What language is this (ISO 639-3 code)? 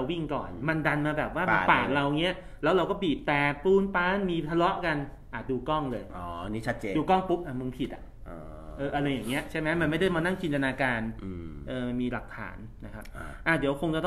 tha